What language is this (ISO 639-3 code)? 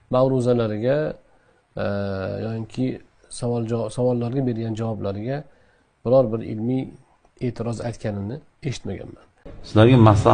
uzb